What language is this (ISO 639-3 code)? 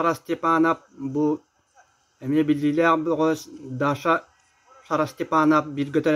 sah